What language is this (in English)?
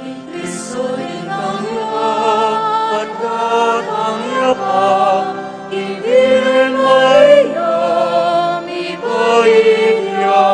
Pampanga